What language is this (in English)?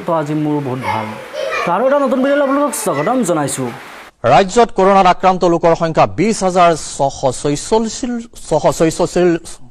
Assamese